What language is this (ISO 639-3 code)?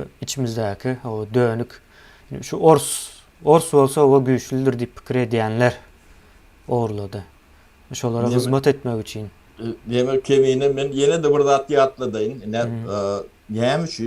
tuk